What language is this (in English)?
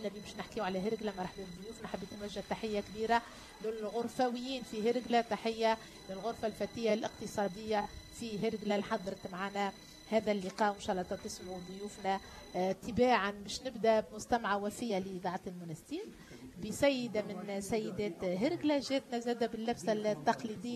Tunisian Arabic